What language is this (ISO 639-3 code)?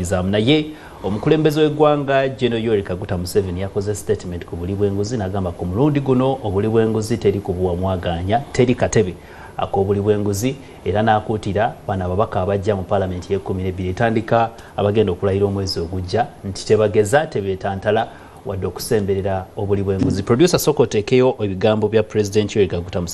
lug